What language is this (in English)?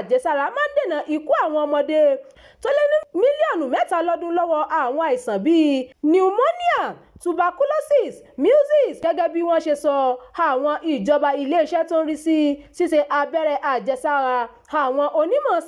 Yoruba